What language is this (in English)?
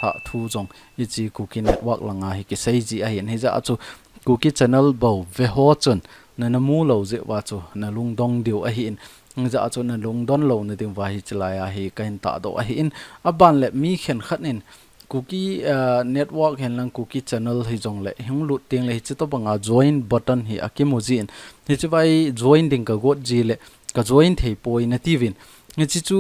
Thado Chin